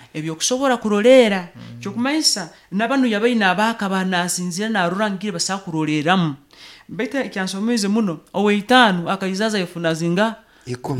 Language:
Nyoro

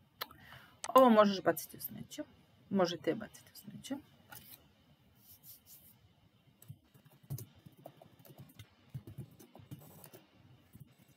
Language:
Serbian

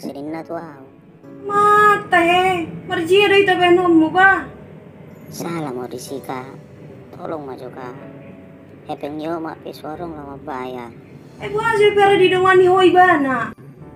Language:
Batak Toba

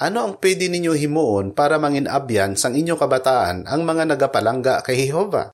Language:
Hiligaynon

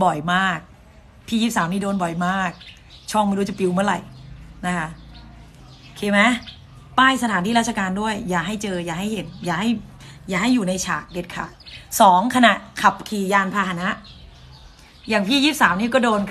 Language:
Thai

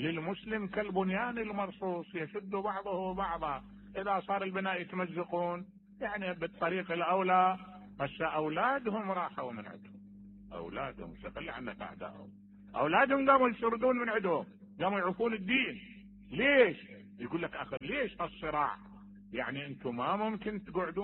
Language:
Mesopotamian Arabic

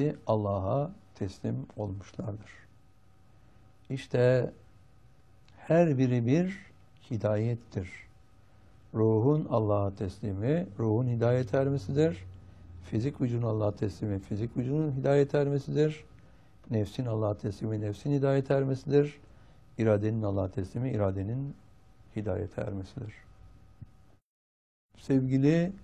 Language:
Turkish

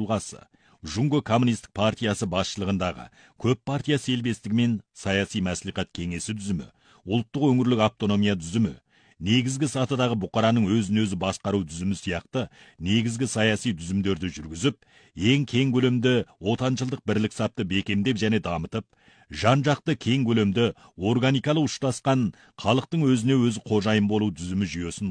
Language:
Kazakh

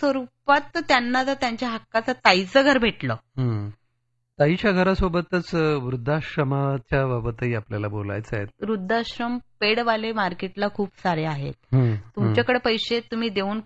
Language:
Marathi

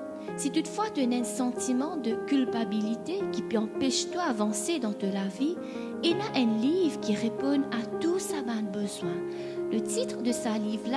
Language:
Morisyen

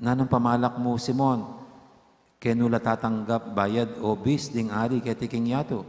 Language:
Pampanga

